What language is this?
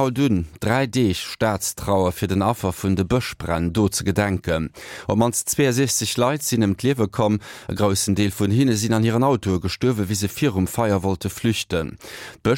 Luxembourgish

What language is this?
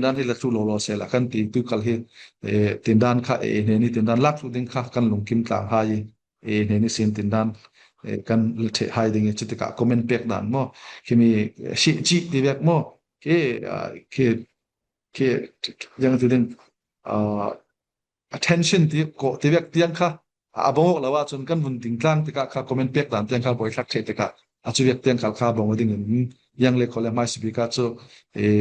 Falam Chin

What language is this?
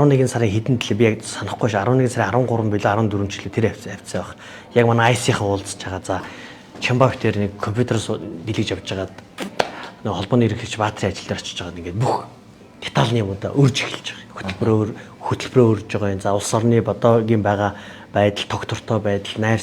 Mongolian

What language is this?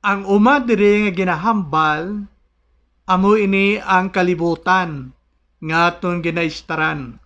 Hiligaynon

